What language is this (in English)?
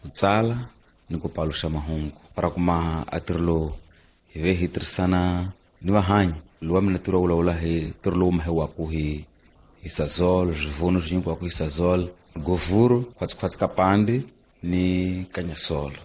Tsonga